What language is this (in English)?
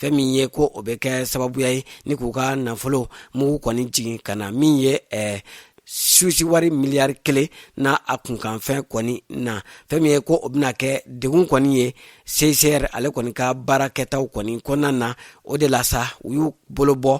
Bambara